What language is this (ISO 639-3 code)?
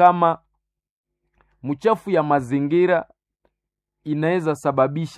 swa